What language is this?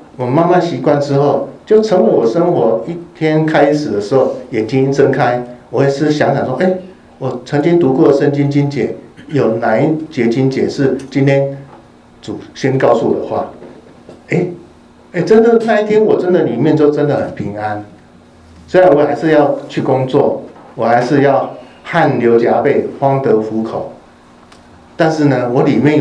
Chinese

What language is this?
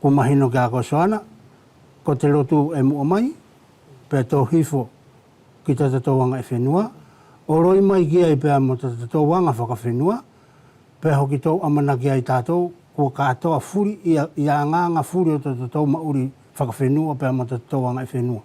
Wallisian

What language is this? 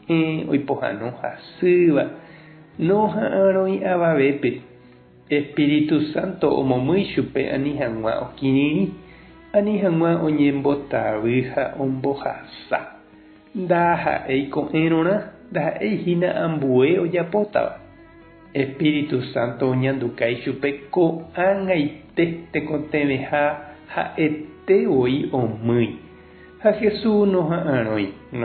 Guarani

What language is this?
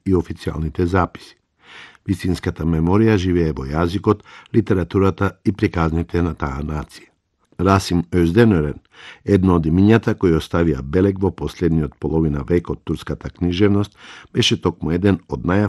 Macedonian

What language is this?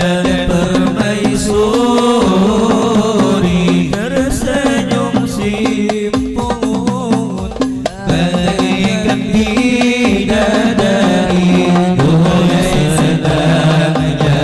Banjar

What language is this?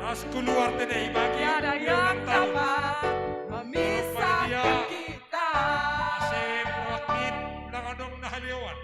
Batak Simalungun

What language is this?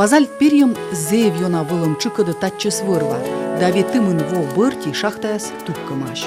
Komi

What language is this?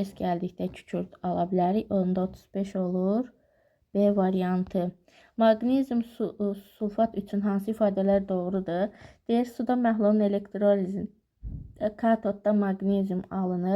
Azerbaijani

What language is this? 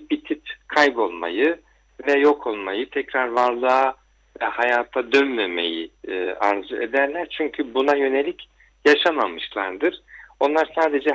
Turkish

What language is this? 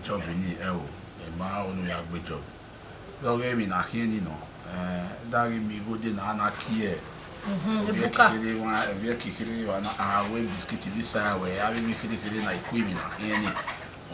Bini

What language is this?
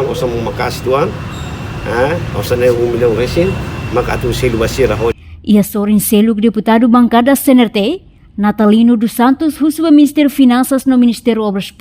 Tetum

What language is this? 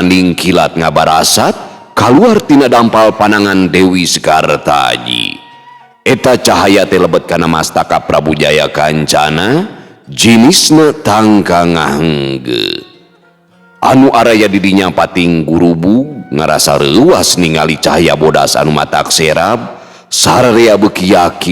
Sundanese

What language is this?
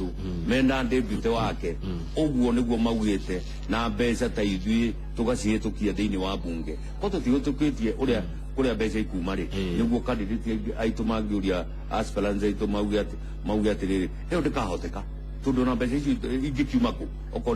Kikuyu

